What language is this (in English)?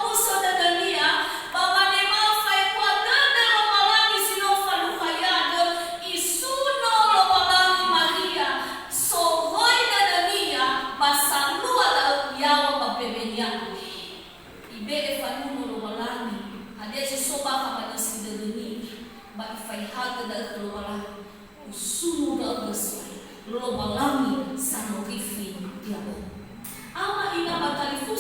Nias